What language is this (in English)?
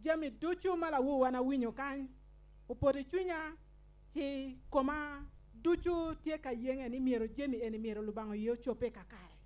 Acoli